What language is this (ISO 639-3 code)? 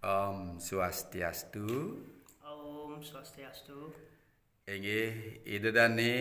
ban